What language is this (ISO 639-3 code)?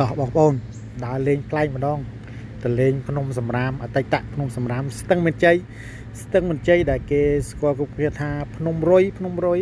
khm